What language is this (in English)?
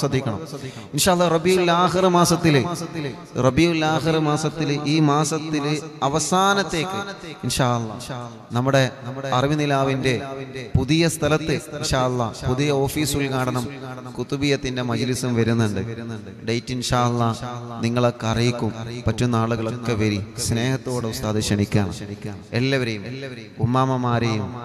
Malayalam